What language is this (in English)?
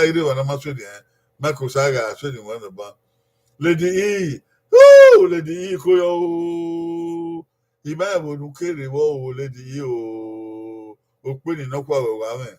Bini